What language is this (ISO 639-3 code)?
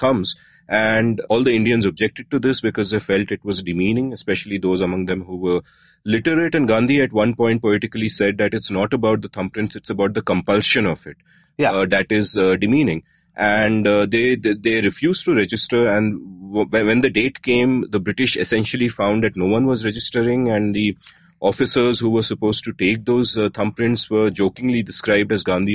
eng